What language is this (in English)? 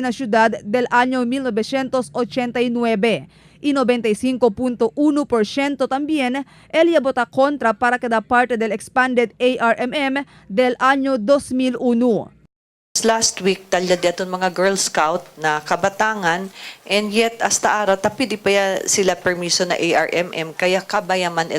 Chavacano